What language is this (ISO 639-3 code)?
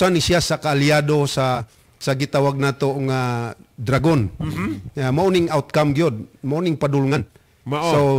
ceb